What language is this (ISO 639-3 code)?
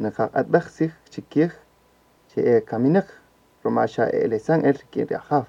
cak